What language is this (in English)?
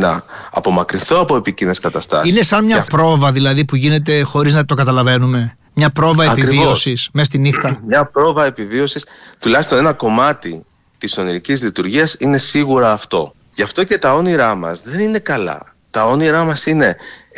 Greek